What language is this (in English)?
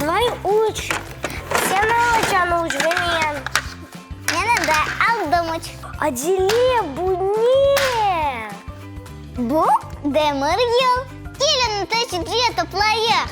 Crimean Tatar